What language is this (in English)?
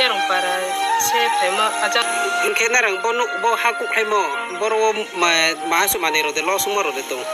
Riang (India)